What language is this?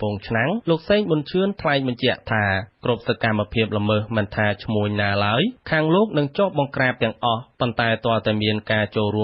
Khmer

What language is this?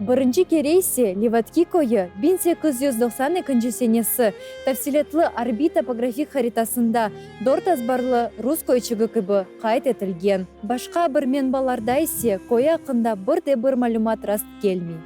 Crimean Tatar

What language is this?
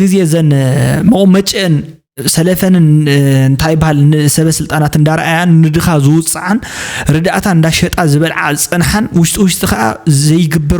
Tigrinya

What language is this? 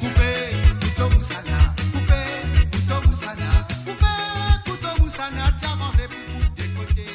Morisyen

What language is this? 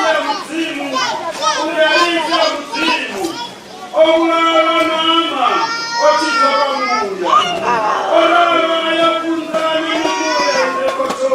Venda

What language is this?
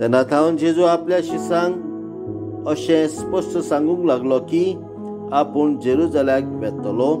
Konkani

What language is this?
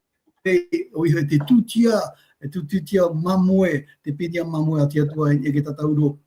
Tahitian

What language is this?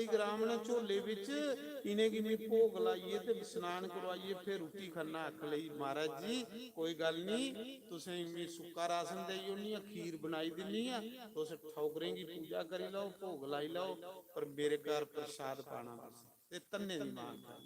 Dogri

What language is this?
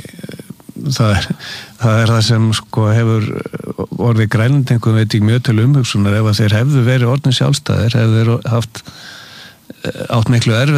Icelandic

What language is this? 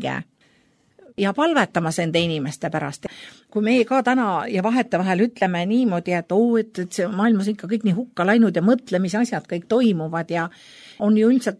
Estonian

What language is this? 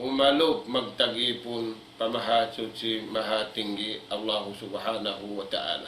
Tausug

